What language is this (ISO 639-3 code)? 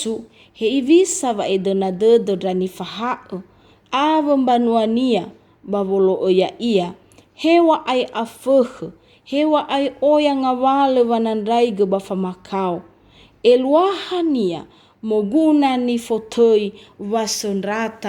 nia